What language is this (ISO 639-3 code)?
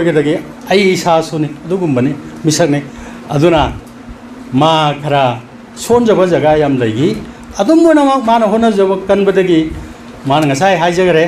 mni